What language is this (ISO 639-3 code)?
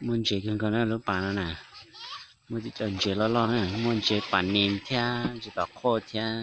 hmn